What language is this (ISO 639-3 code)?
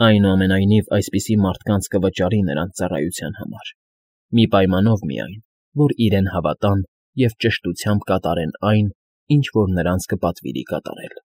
hye